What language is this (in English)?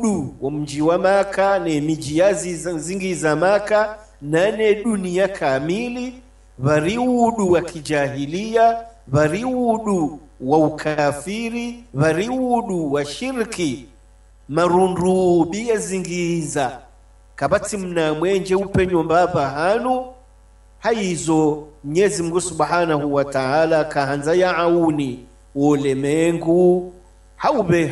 Swahili